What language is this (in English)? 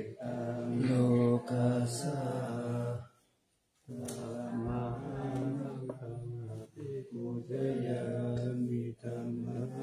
Pali